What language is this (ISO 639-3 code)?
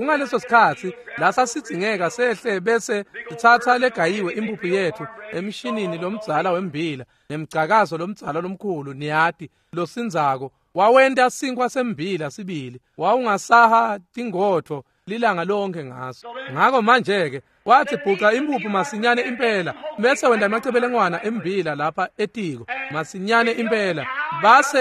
ssw